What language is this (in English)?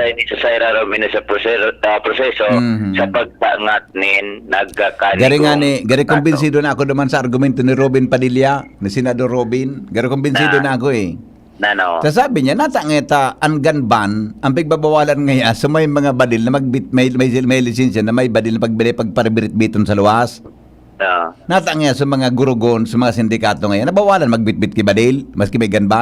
Bikol